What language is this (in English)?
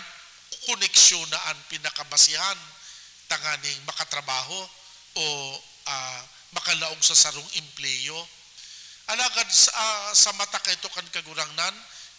Bikol